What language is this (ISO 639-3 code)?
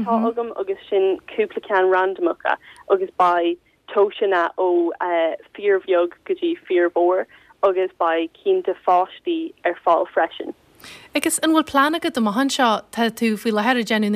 gle